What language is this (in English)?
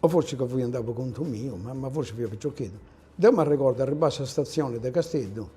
Sardinian